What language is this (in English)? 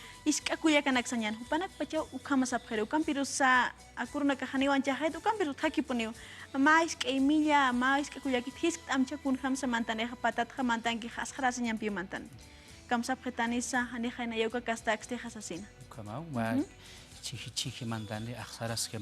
Aymara